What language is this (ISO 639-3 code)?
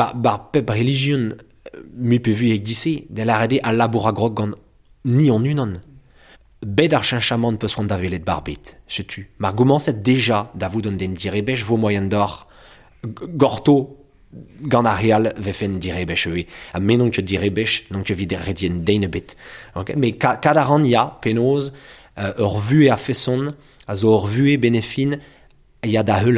bre